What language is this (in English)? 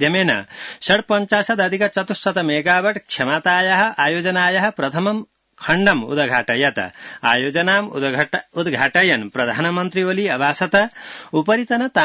Sanskrit